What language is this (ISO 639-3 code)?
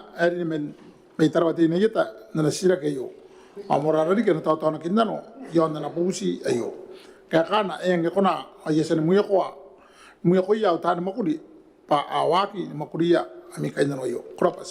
gil